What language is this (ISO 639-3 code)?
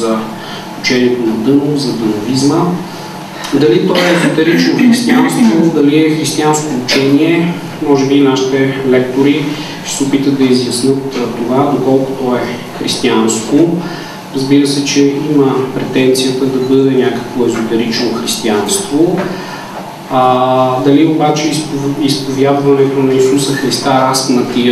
bul